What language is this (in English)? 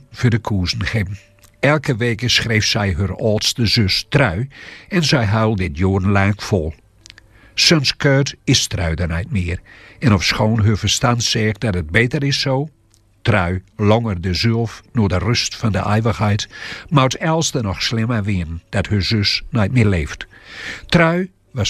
Gronings